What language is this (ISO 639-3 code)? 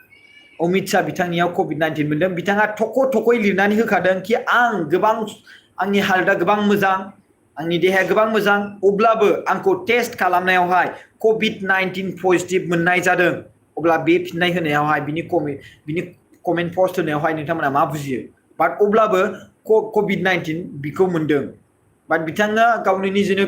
brx